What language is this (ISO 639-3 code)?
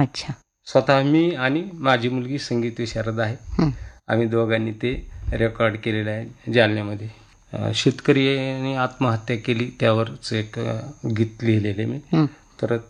mar